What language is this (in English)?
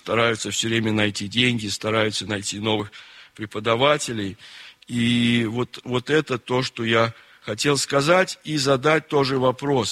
Russian